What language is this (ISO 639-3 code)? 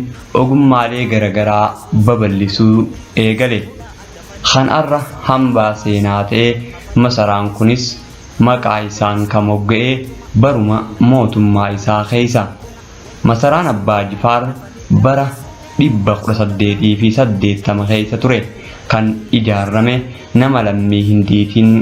orm